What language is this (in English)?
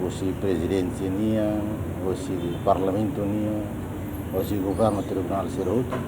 Tetum